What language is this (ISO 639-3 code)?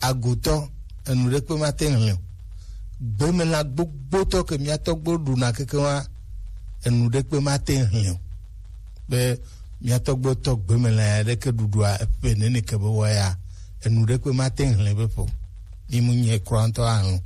gej